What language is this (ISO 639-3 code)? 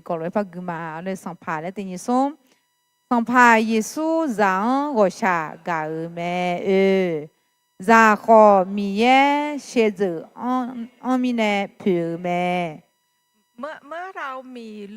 ahk